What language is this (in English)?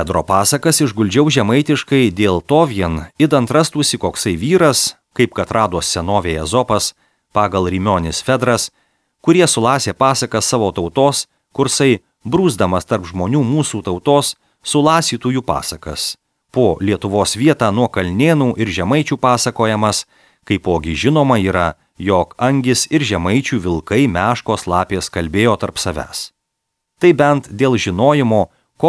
Lithuanian